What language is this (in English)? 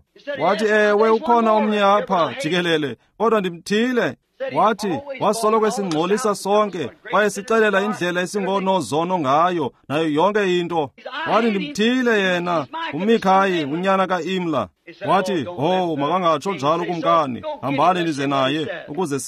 Xhosa